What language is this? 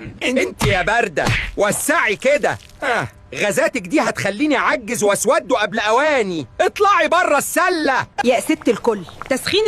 Egyptian Arabic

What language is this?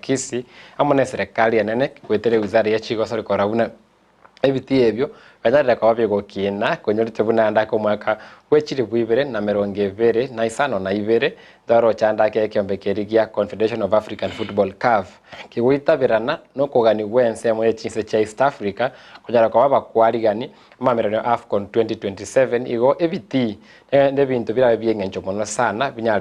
Gusii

